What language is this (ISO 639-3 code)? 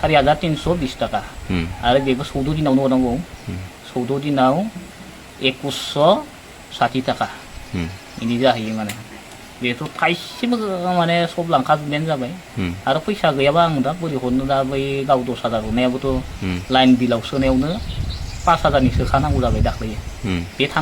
brx